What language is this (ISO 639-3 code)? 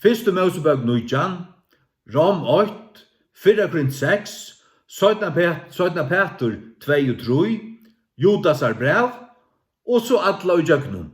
fao